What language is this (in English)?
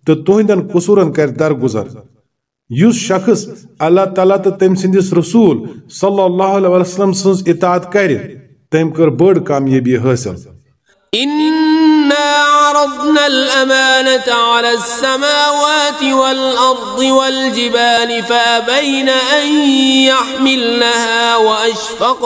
Kashmiri